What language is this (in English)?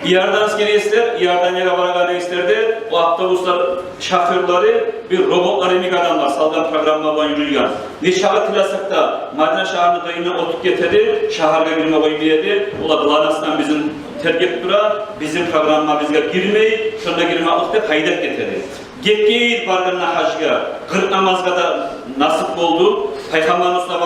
Kumyk